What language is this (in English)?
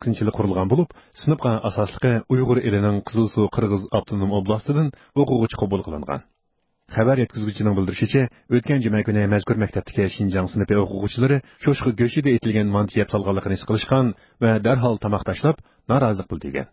Uyghur